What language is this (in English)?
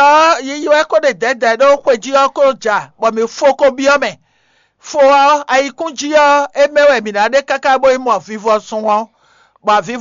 Fon